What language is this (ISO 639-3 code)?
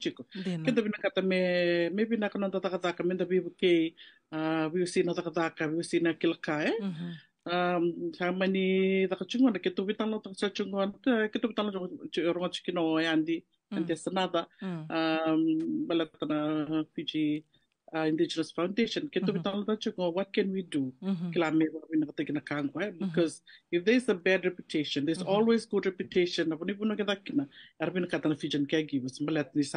fij